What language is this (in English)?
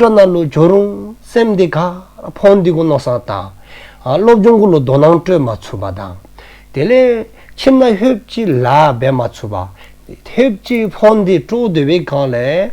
Dzongkha